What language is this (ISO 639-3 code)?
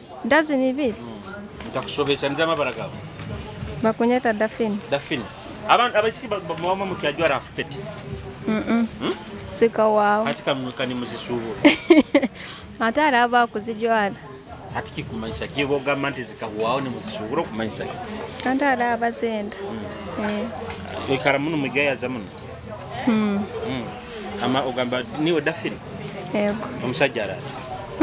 nyo